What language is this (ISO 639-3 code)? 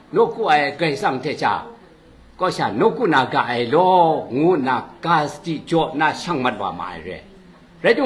kac